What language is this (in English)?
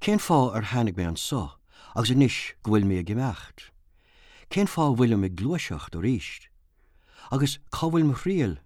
Irish